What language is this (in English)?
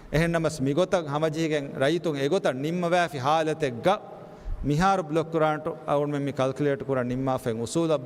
Divehi